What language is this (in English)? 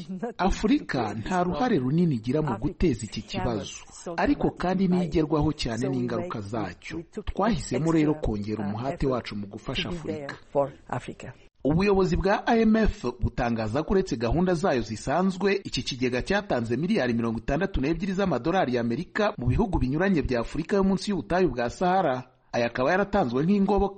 Kinyarwanda